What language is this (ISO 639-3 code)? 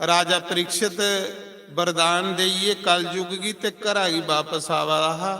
doi